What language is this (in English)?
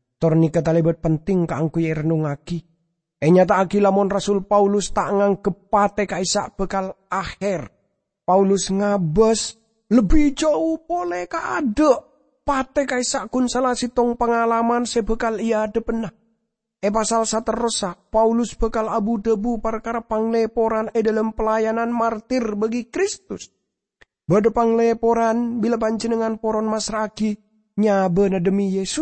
Madurese